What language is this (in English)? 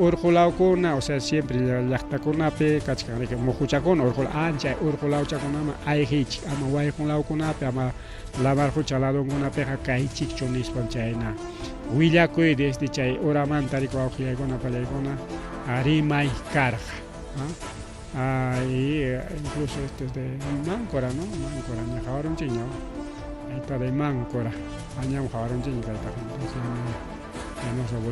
Ayacucho Quechua